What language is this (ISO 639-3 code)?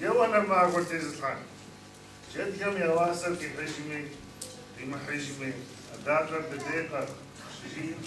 kbd